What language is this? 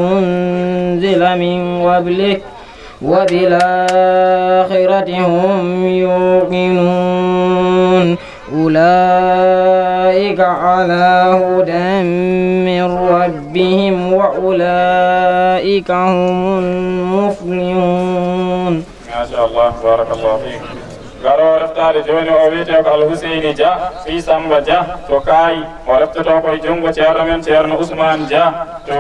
Fula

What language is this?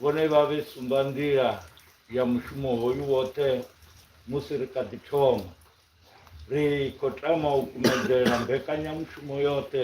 Venda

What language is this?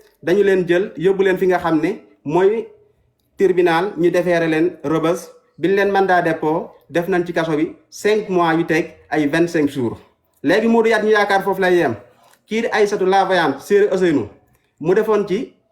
Wolof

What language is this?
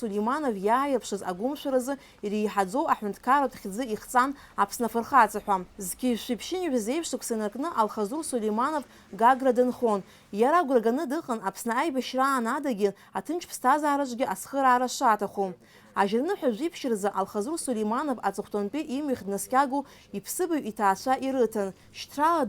Abkhazian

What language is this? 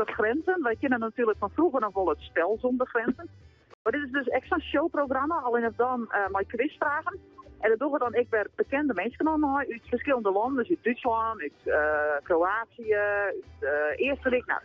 Western Frisian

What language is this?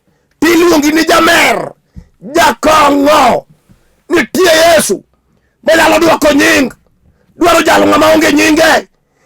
Luo (Kenya and Tanzania)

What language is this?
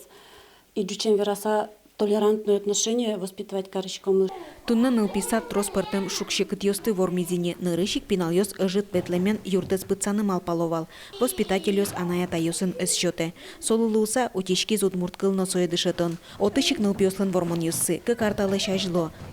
Udmurt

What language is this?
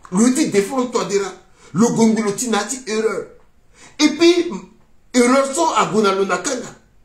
Sango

